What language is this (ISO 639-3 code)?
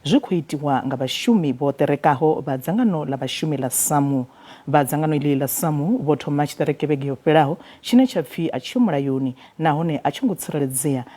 ven